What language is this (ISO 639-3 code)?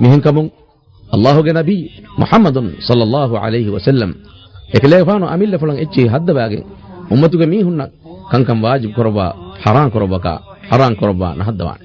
div